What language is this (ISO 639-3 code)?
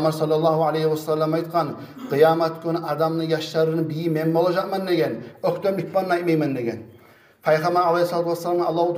kum